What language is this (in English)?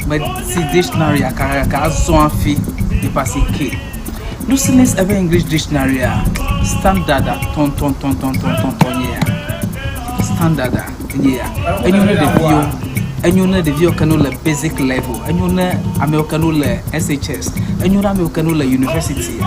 Ewe